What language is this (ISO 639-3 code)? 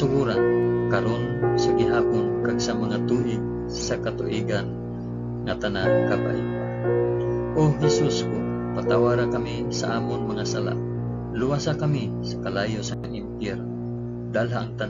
hil